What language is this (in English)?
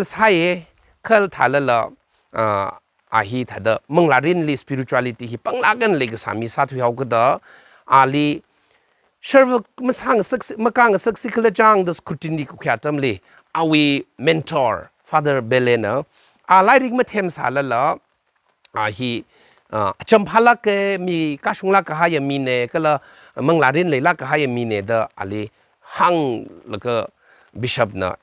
Tangkhul Naga (India)